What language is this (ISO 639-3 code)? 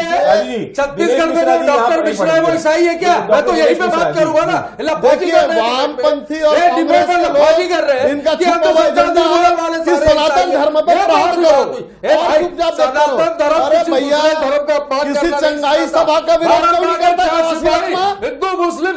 hin